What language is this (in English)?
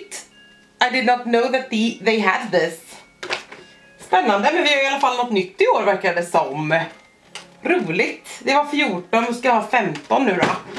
Swedish